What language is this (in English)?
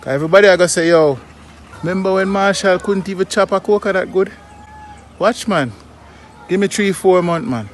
Jamaican Creole English